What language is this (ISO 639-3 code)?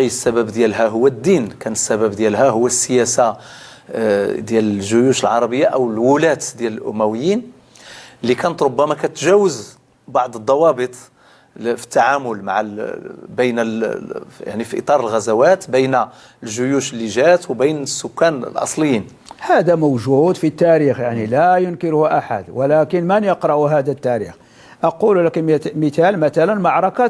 ary